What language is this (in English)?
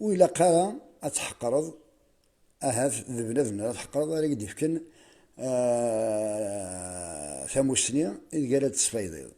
Kabyle